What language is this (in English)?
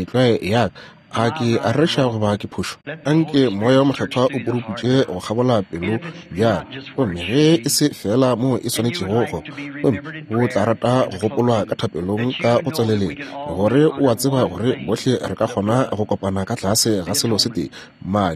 Northern Sotho